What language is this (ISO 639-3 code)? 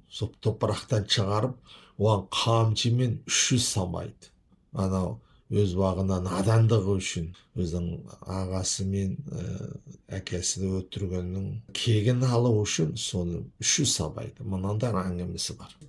kaz